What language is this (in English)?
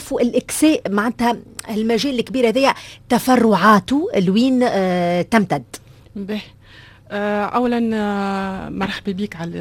Tunisian Arabic